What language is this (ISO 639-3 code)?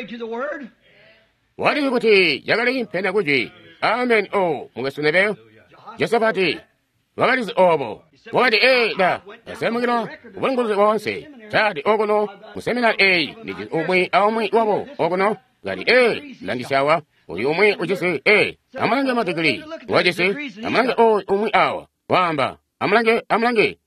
toi